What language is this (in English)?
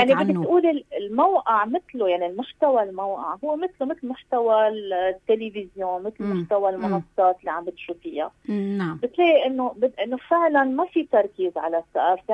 North Levantine Arabic